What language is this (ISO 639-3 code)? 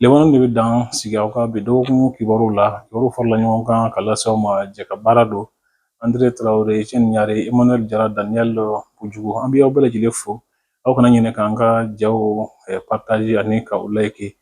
bam